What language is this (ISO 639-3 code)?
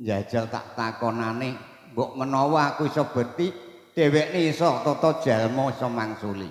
jav